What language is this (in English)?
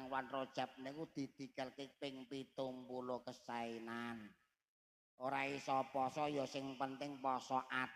Javanese